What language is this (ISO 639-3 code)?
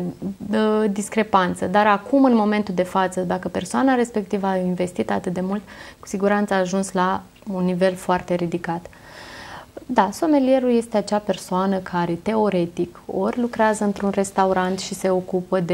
ron